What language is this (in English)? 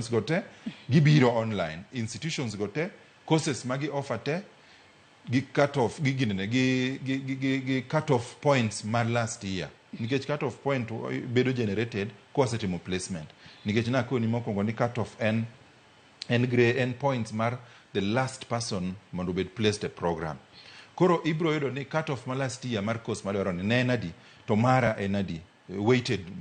Luo (Kenya and Tanzania)